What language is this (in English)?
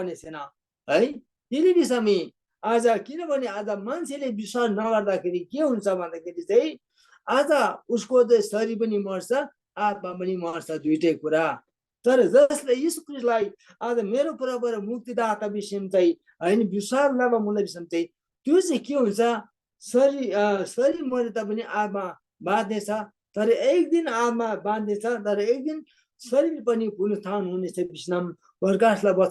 Eastern Tamang